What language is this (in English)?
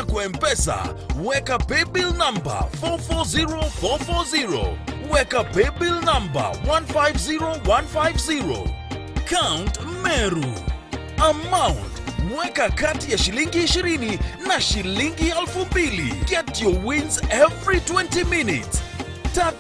Meru